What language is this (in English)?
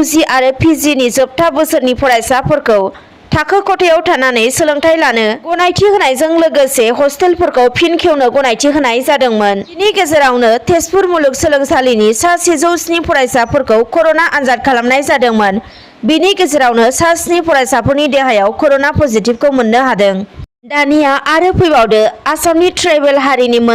Bodo